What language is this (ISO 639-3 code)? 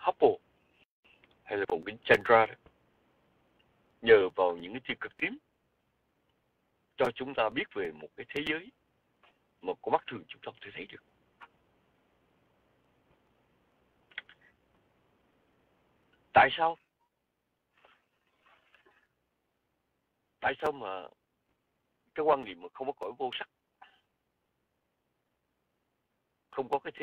vie